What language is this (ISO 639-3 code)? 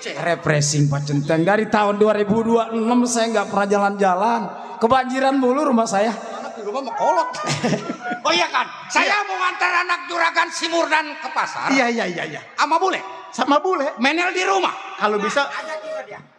bew